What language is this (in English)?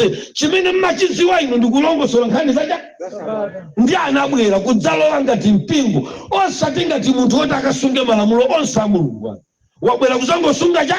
Nyanja